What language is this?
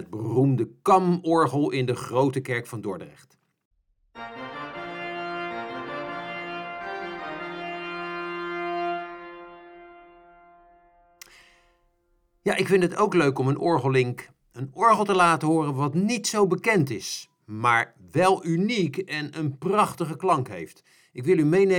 Dutch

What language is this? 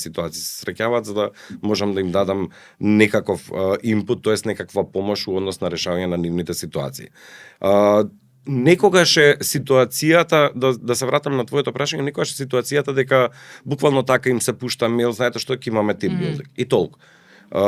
Macedonian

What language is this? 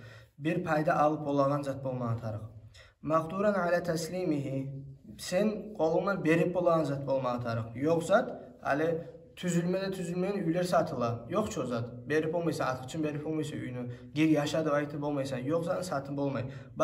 Kumyk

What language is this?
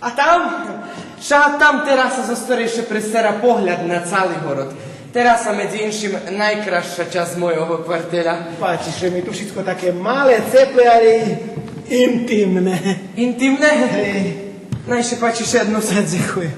Rusyn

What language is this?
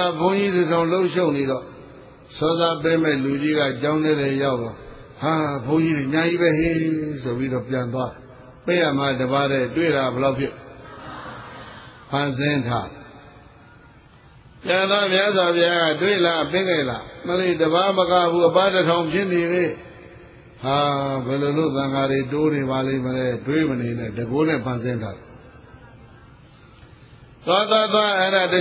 Burmese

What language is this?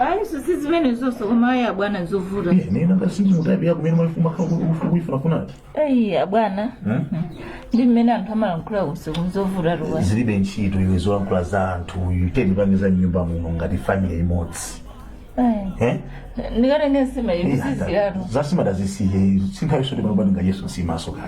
Nyanja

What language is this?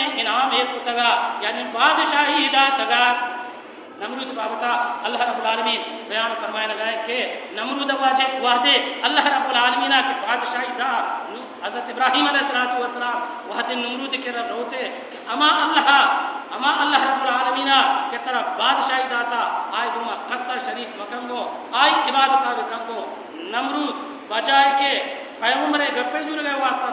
Baluchi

